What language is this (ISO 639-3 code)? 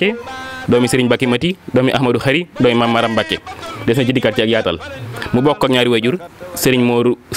wol